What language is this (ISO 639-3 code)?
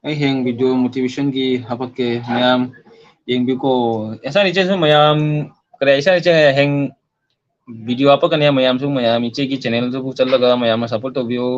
mni